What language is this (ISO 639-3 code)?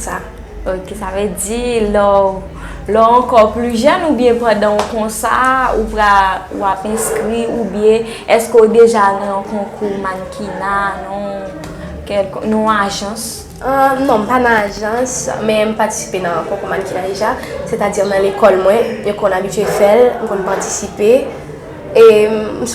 hat